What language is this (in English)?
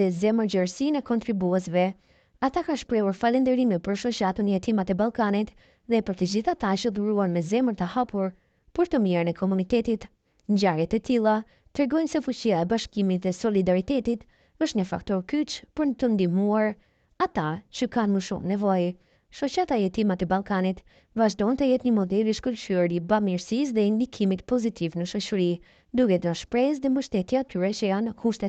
Albanian